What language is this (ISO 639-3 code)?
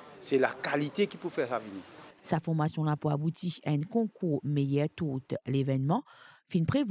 mfe